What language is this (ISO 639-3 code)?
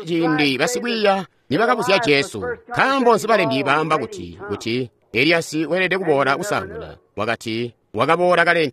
toi